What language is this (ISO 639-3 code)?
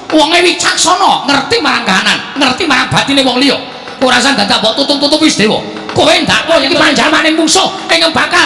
jav